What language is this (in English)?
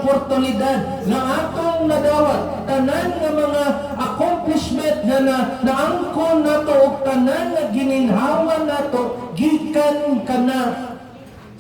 Cebuano